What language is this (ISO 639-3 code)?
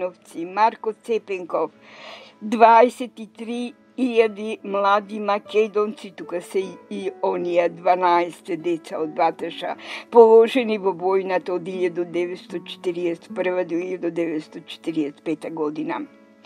mkd